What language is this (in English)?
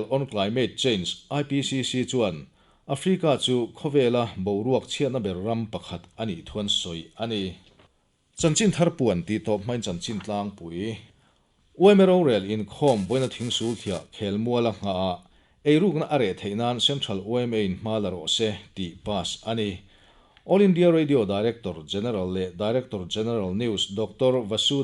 Mizo